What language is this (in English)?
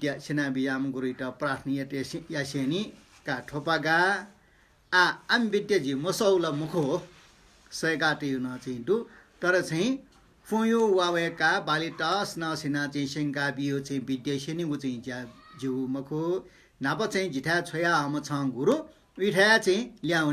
Newari